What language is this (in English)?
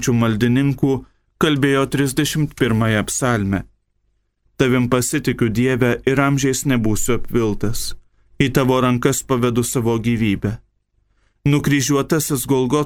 Lithuanian